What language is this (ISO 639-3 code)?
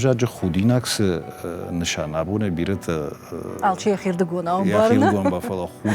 oss